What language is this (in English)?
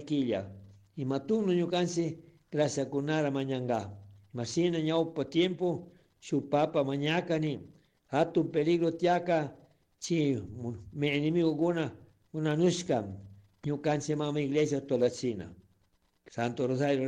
Chimborazo Highland Quichua